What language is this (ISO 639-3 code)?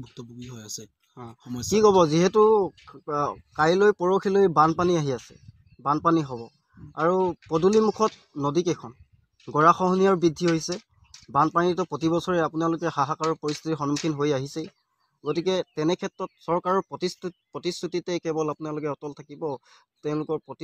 asm